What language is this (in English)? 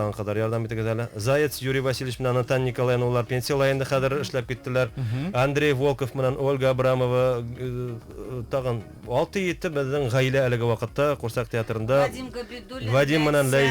Bashkir